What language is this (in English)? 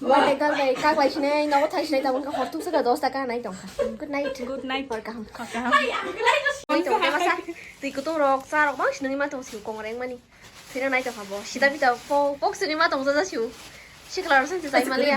Kok Borok